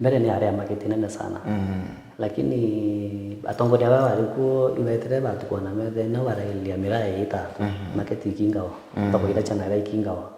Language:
Meru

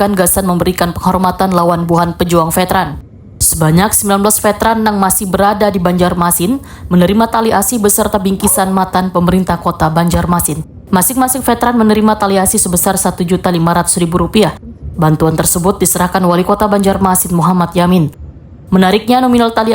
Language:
Banjar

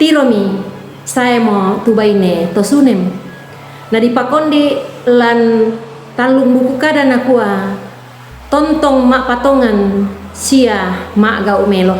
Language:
Toraja-Sa'dan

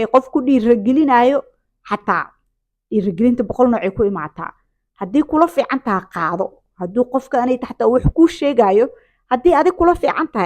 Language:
Somali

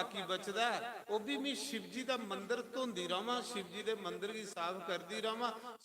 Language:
Dogri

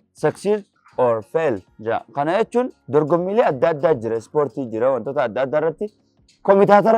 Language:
Oromo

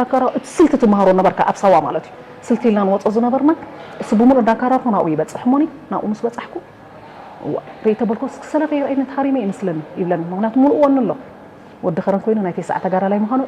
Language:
Tigrinya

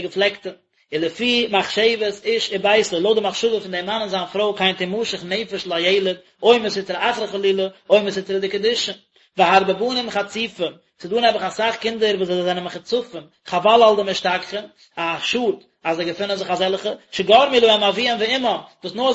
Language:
Yiddish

